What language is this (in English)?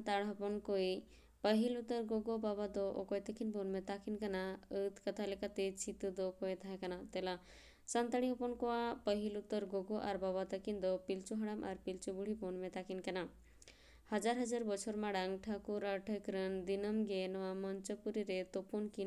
Santali